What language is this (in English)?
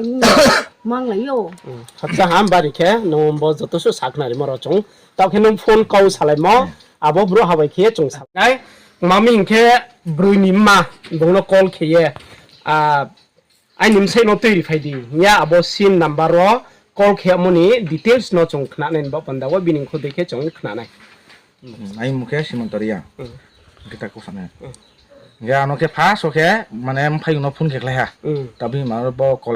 Riang (India)